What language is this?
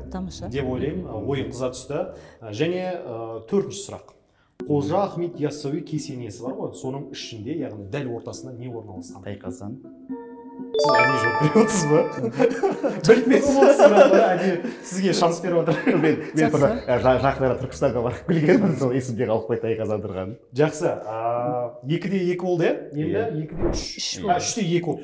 Kazakh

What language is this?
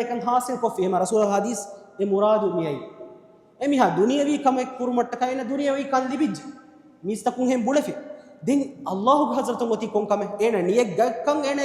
Divehi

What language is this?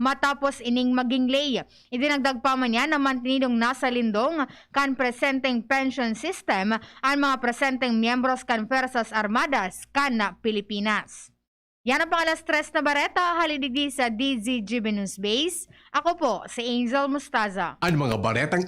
Bikol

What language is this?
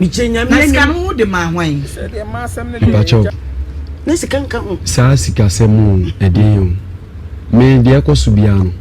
Akan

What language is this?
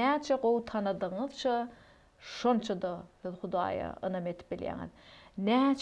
Turkmen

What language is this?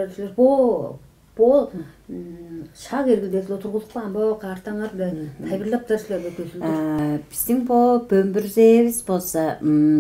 Tuvinian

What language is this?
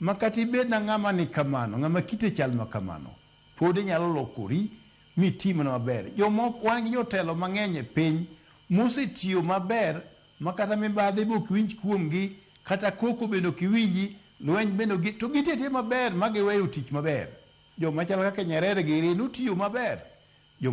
Luo (Kenya and Tanzania)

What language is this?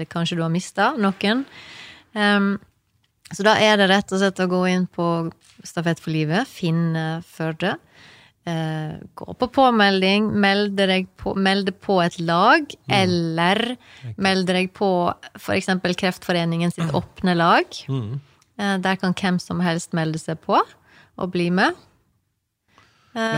Norwegian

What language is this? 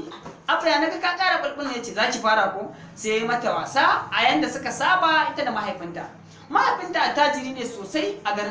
Hausa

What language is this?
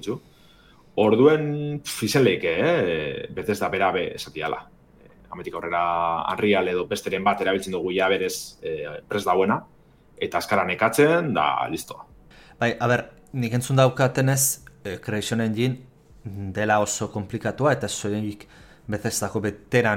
Basque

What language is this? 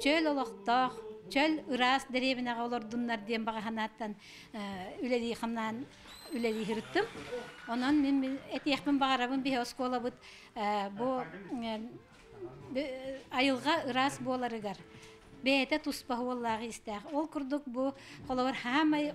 Yakut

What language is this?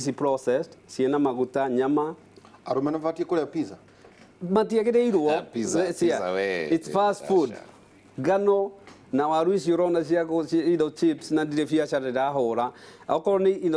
Kikuyu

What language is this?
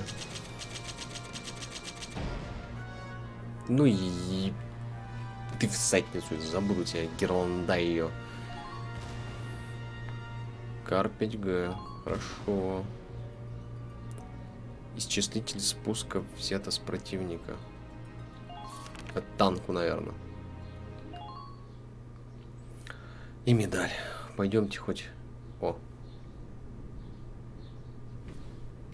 Russian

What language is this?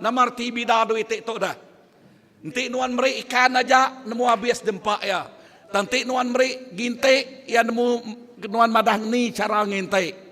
Iban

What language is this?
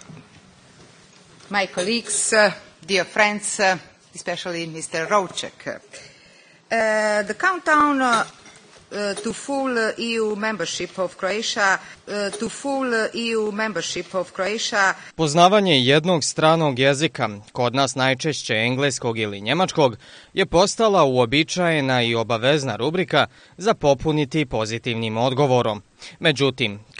Bosnian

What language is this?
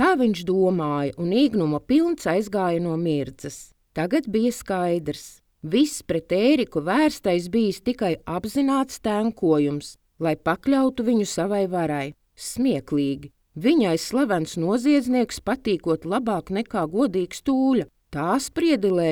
Latvian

